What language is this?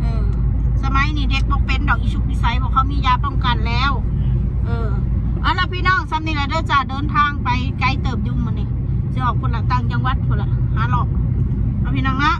Northeastern Thai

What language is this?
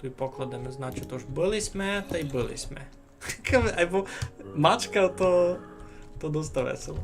Rusyn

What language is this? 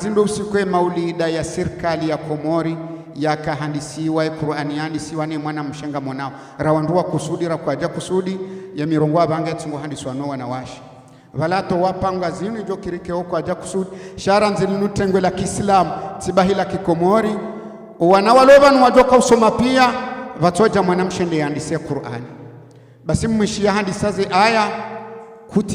Ngazidja Comorian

